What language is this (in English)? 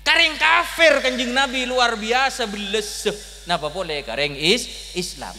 Madurese